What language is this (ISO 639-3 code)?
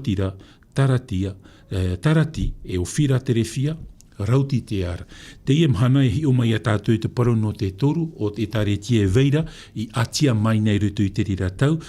tah